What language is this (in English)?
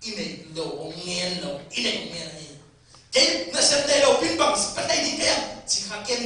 Tedim Chin